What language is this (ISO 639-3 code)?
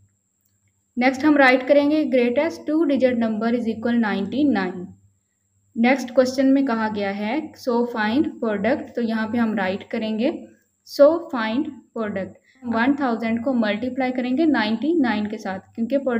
hin